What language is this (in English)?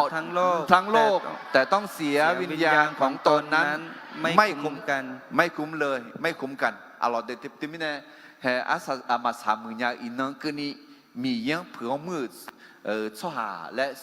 Akha